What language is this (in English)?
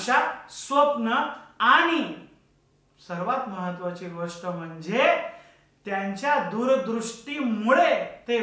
Marathi